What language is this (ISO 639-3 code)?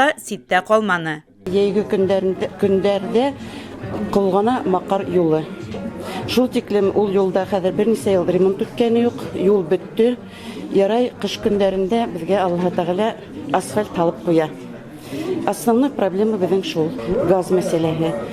bak